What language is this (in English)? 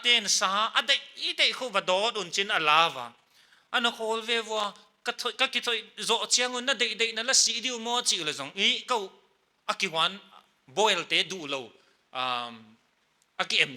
Paite Chin